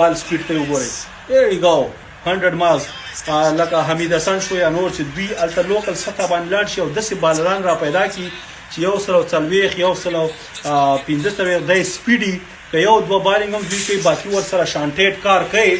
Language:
Pashto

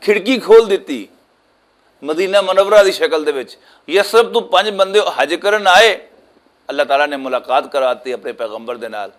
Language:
Western Panjabi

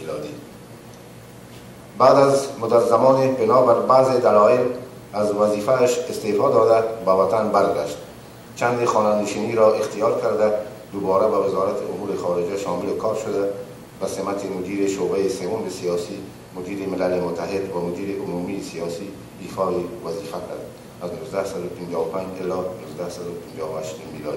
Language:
Persian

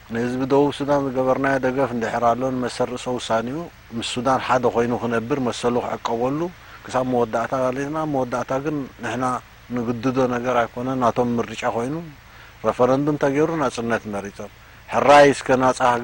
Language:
Tigrinya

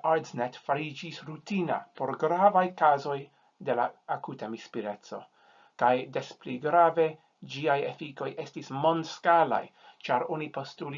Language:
Esperanto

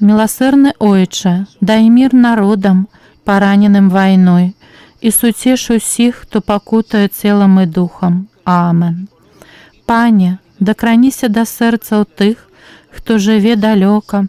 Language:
Belarusian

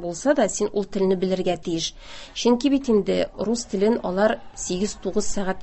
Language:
Tatar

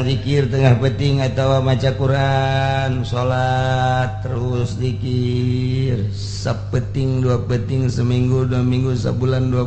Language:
Sundanese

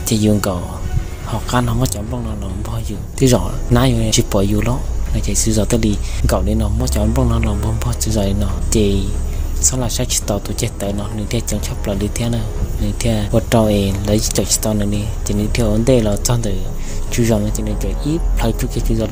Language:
Hmong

